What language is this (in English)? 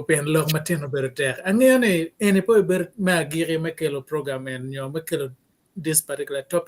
Acoli